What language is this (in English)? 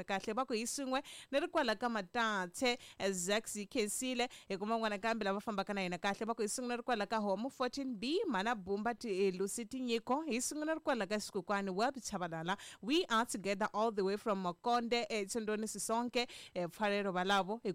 Tsonga